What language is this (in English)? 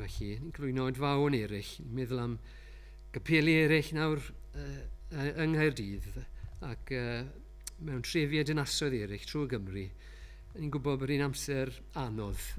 Welsh